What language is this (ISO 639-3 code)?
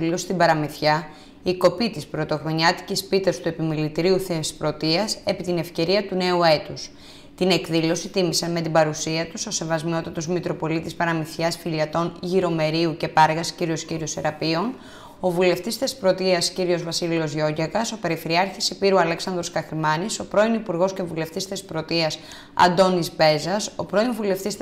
ell